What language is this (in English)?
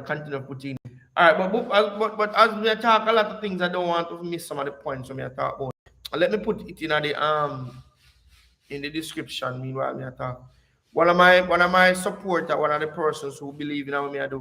Jamaican Creole English